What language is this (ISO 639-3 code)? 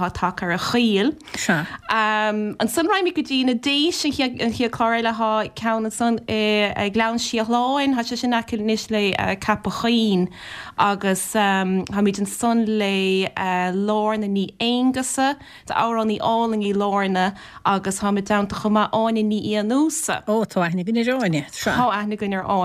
gle